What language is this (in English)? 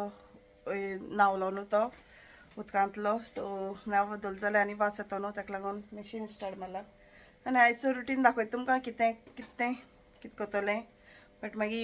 Konkani